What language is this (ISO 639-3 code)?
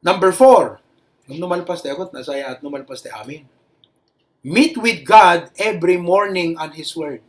ilo